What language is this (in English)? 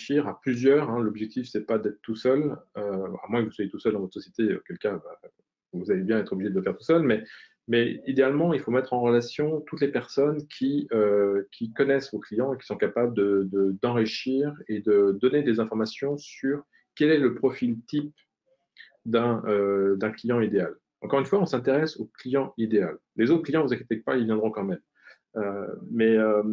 French